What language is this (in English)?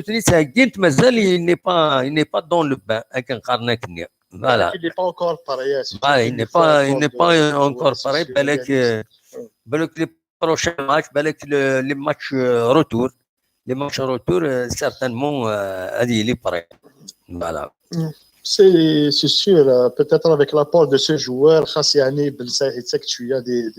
Kabyle